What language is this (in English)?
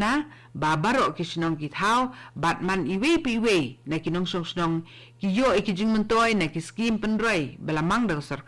Khasi